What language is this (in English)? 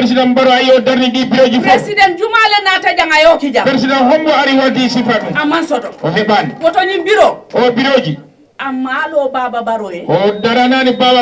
Fula